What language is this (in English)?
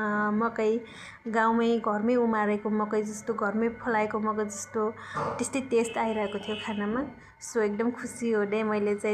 Nepali